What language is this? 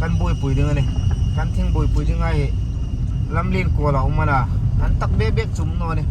Hmar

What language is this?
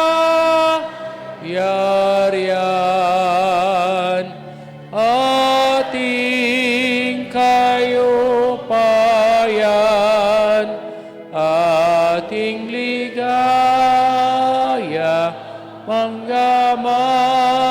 Pampanga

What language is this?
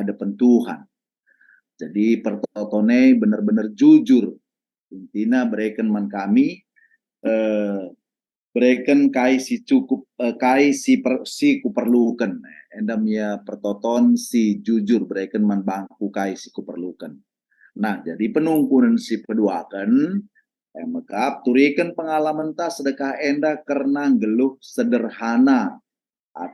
Batak Karo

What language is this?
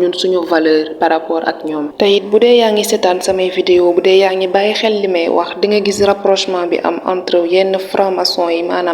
Wolof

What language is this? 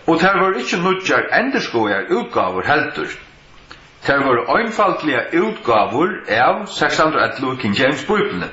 Faroese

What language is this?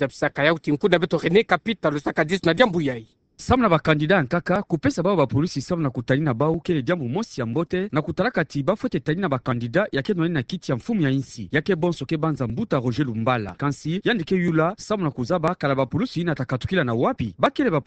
Kituba (Democratic Republic of Congo)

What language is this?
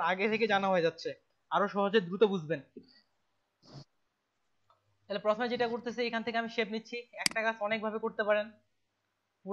Bangla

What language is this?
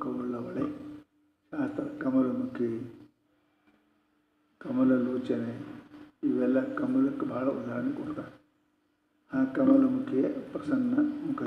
Kannada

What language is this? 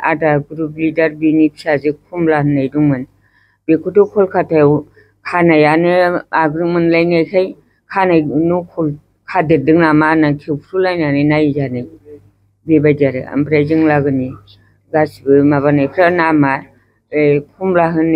Bodo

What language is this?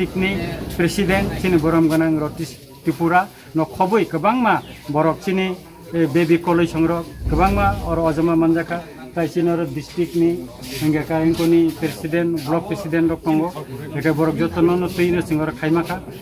Kok Borok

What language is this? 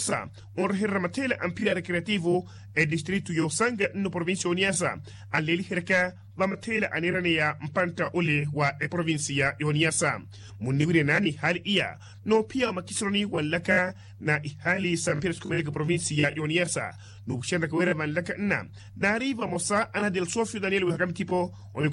Makhuwa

